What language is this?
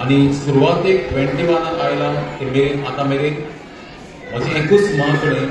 Konkani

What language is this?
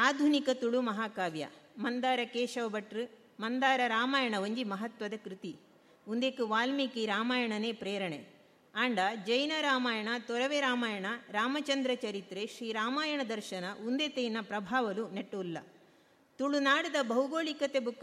Tulu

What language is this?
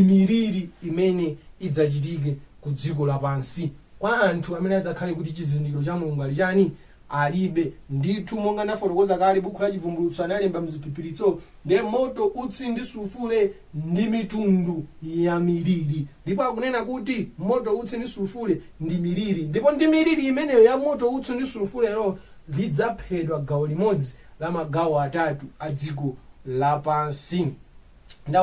Nyanja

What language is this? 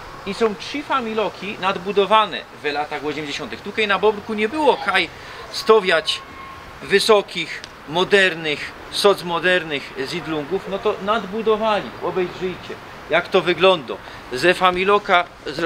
Silesian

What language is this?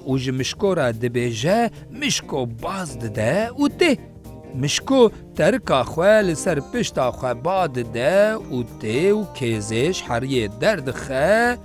Kurdish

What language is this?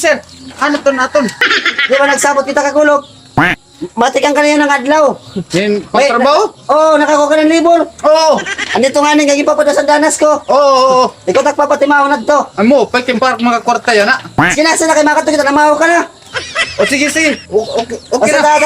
Waray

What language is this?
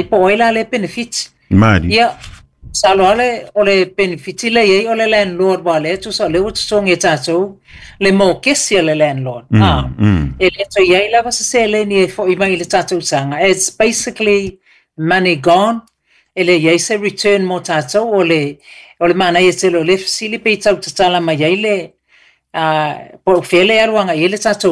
Samoan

